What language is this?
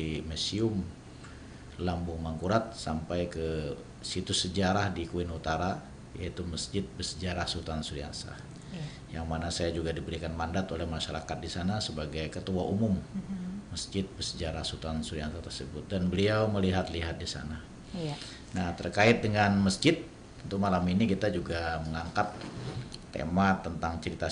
Banjar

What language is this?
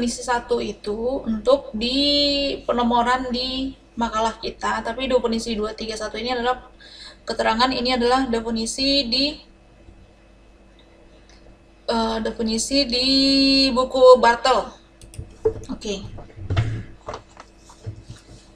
Indonesian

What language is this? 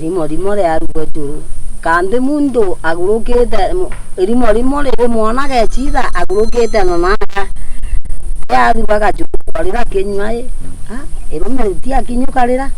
Meru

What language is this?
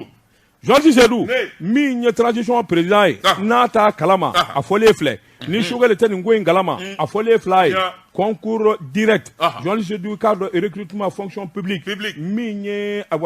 Bambara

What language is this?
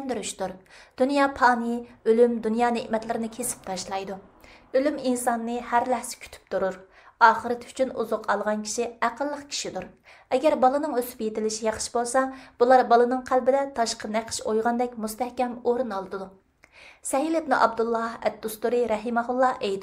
Uyghur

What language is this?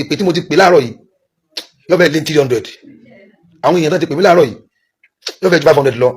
Yoruba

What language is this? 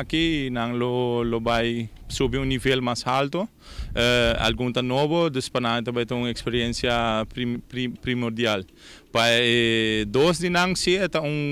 Papiamento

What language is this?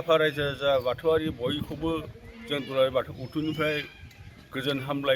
Bodo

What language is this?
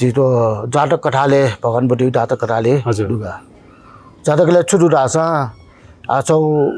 Newari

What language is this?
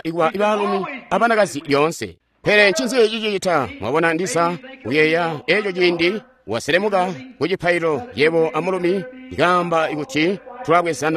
Tonga (Zambia)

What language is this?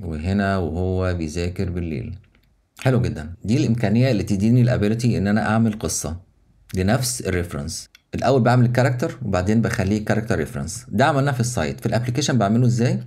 Egyptian Arabic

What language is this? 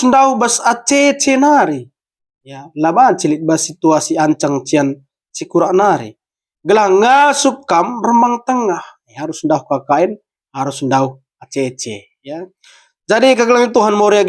Batak Karo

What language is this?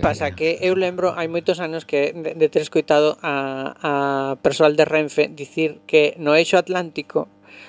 Galician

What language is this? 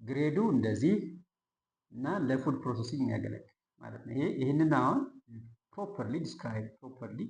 Amharic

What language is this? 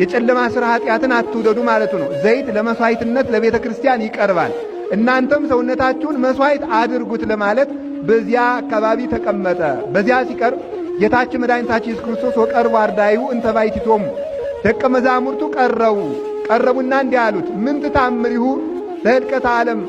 Amharic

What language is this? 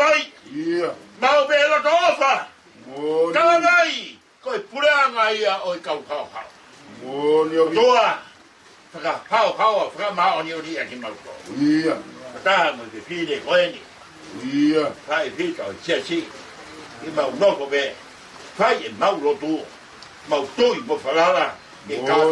Tongan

